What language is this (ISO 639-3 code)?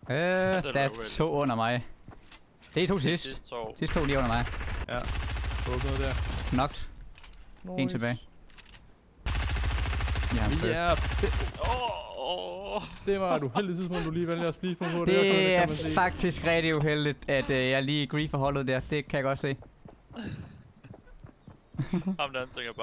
dan